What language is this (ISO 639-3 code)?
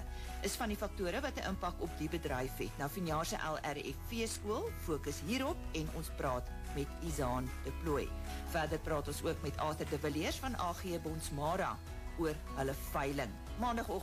afr